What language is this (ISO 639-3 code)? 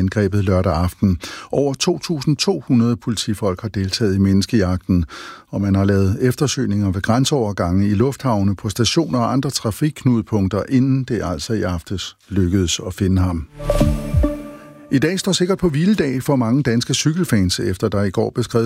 dan